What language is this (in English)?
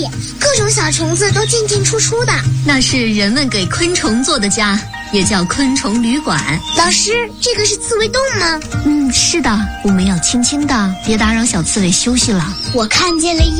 Chinese